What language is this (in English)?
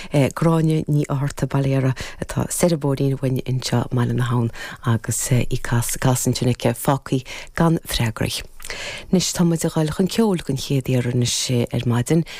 Irish